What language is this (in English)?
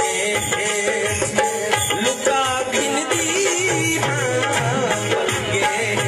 Saraiki